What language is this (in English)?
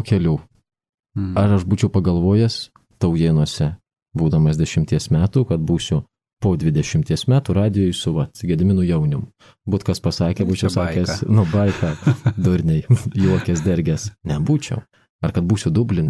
Lithuanian